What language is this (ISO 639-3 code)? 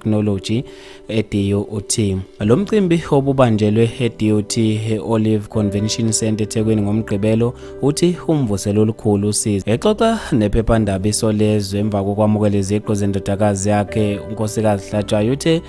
zul